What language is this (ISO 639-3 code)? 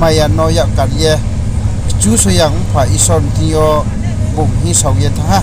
ria